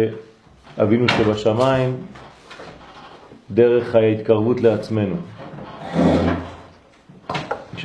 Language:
Hebrew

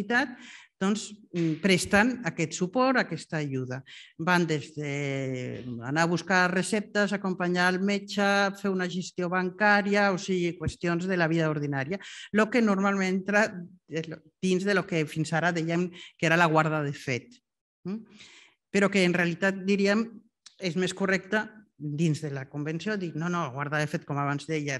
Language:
Catalan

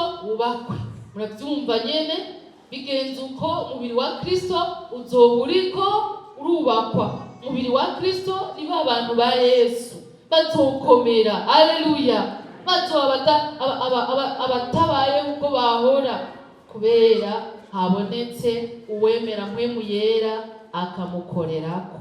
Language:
Rundi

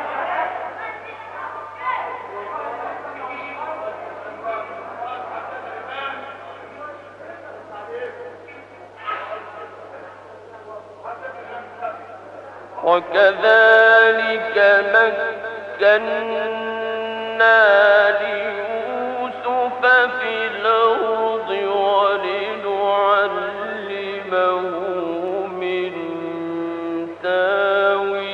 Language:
Arabic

